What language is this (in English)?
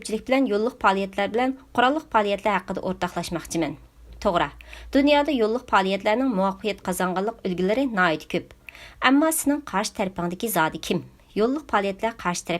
Uyghur